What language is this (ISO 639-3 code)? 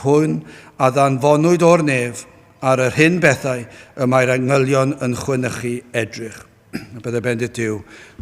cym